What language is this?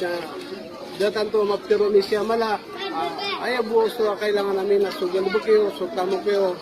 Maranao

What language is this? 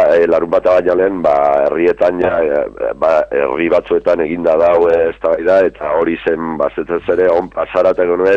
Basque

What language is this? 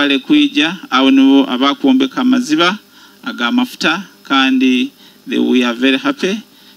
Nyoro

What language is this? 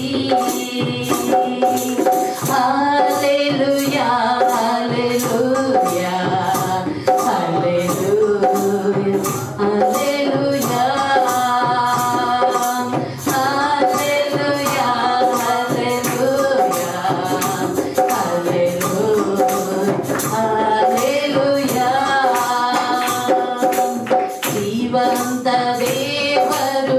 Kannada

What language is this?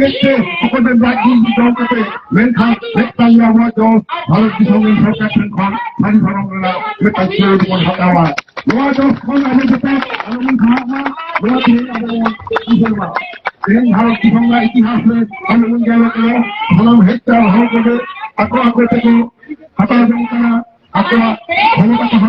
Santali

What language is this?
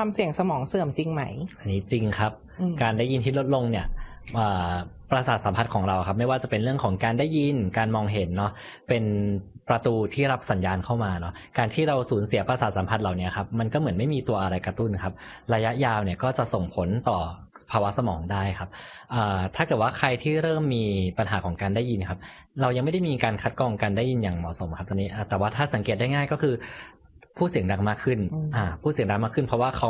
Thai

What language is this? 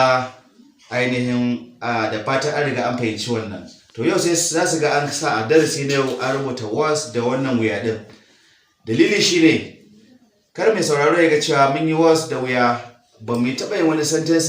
Hausa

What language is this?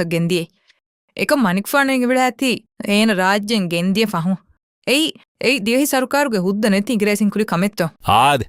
Divehi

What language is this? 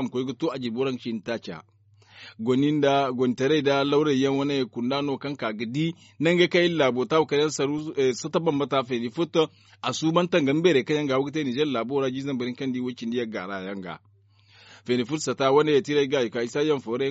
Zarma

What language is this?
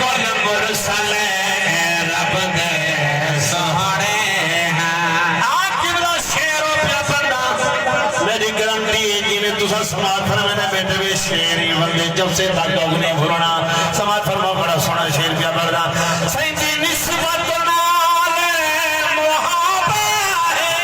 Saraiki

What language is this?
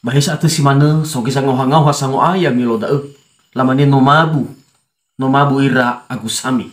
Nias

